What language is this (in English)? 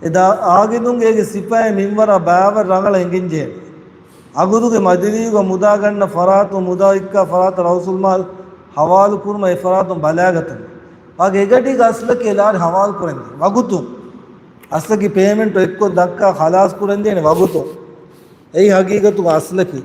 Divehi